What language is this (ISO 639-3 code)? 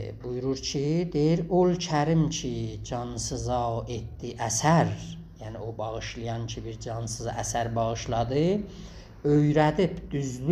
azb